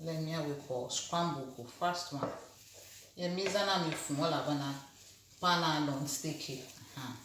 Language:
Ewe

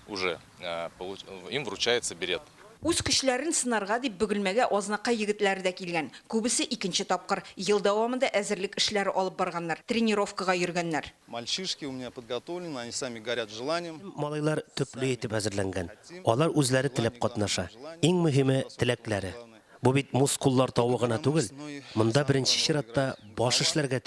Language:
Tatar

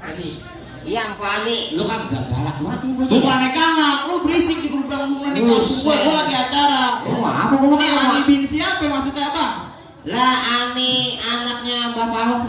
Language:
Betawi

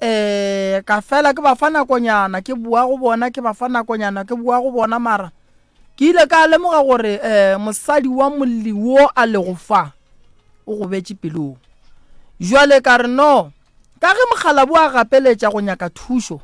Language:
Northern Sotho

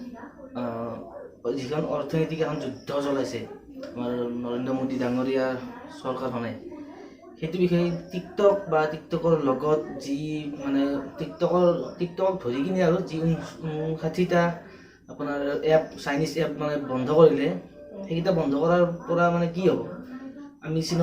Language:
Assamese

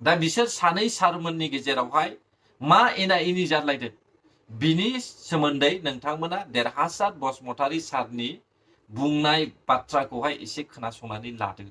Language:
Bodo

